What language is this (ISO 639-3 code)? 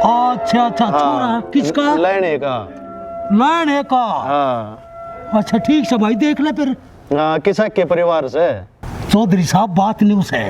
bgc